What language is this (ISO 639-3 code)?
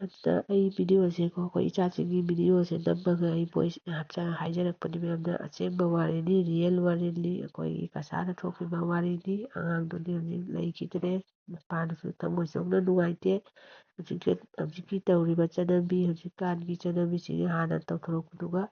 mni